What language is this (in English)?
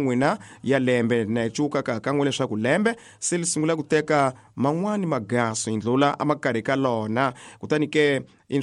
Tsonga